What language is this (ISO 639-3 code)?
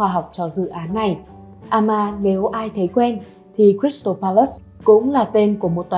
vie